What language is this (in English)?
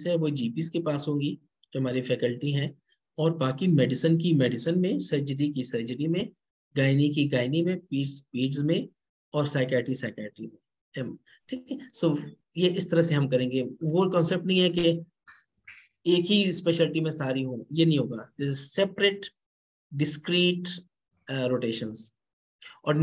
Hindi